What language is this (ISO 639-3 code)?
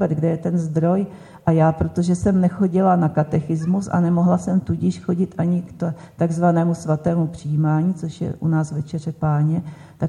ces